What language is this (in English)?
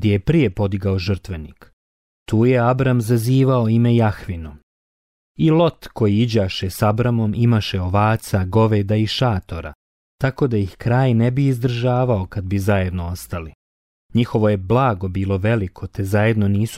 Croatian